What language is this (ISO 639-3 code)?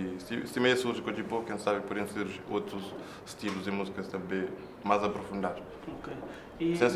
kea